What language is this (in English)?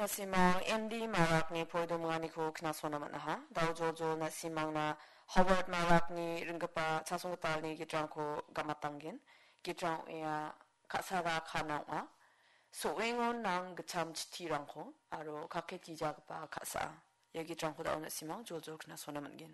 Garo